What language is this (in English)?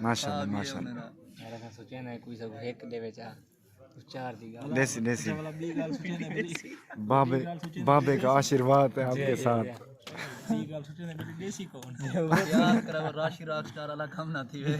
Saraiki